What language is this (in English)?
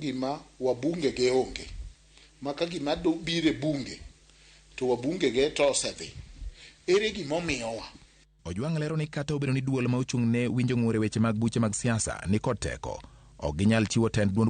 Luo (Kenya and Tanzania)